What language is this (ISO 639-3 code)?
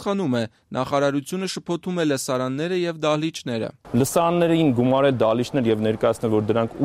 hye